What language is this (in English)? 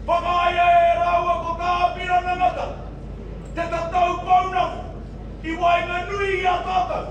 Māori